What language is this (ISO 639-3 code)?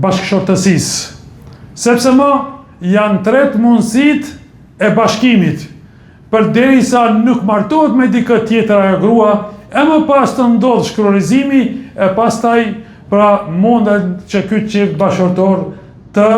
sqi